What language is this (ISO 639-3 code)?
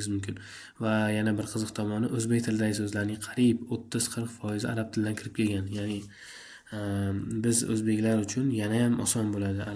uzb